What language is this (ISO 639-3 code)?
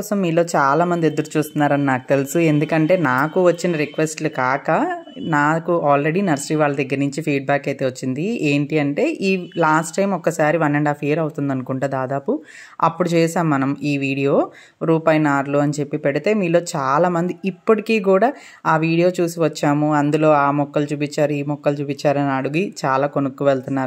tel